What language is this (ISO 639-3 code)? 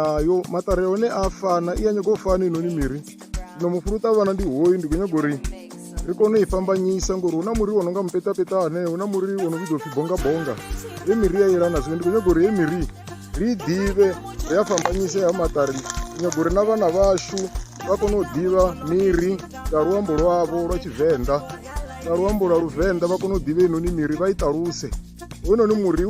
ven